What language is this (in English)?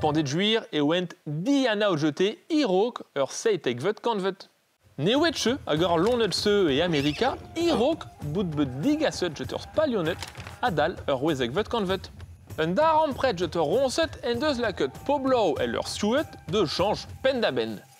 Breton